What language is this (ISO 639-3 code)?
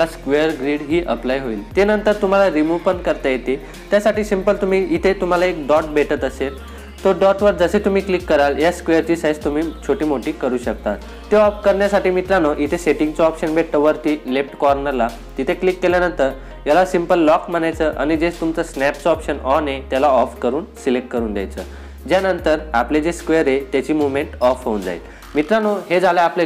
mar